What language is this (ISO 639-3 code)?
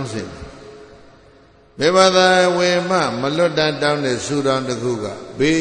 mya